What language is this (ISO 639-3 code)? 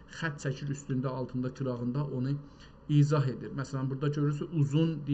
azb